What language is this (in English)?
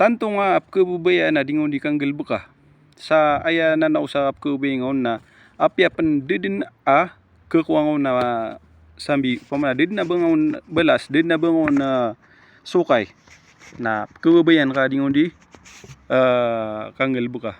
Maranao